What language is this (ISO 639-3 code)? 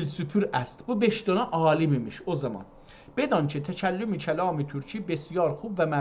azb